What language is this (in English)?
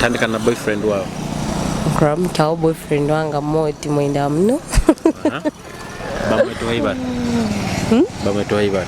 Nyoro